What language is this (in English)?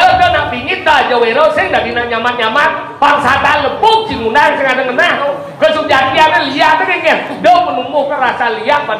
Balinese